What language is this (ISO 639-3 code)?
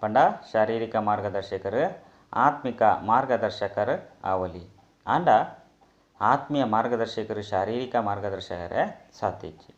tcy